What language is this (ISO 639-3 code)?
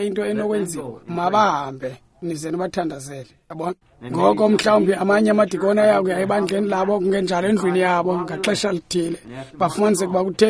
xho